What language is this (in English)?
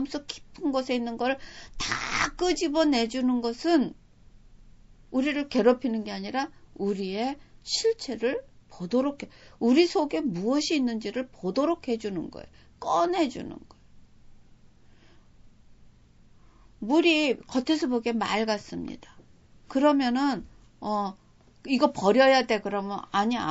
Korean